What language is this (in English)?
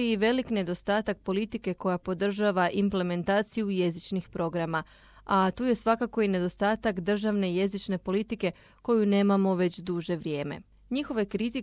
Croatian